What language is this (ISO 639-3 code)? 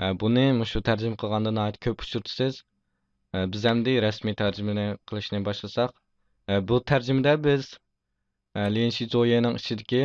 uig